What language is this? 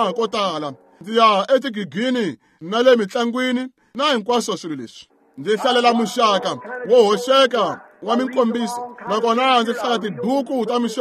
Tsonga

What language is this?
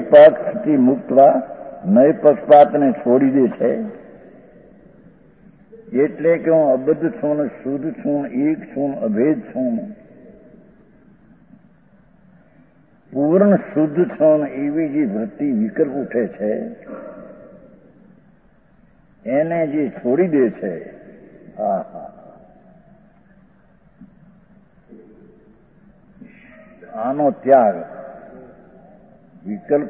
Gujarati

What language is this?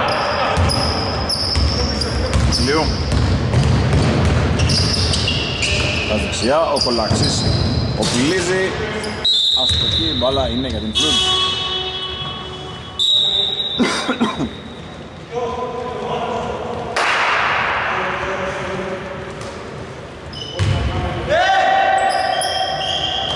Greek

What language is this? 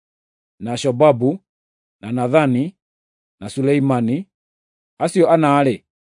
Kikuyu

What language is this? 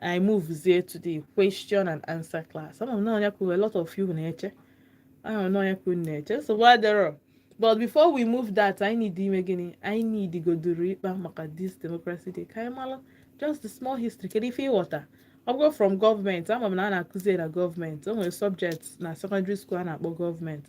Igbo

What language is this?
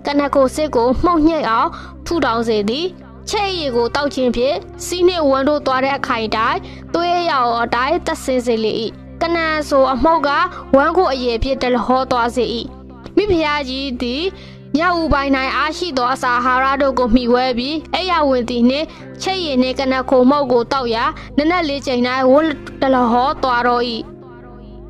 Burmese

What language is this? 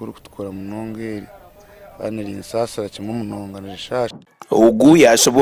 Nyankole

